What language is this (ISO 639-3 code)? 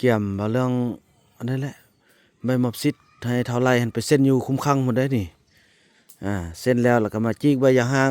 lao